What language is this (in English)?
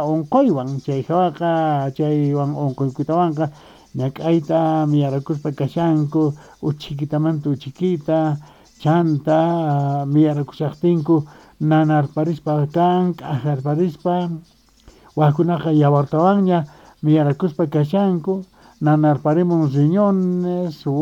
South Bolivian Quechua